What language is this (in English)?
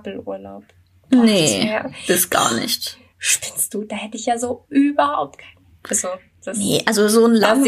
German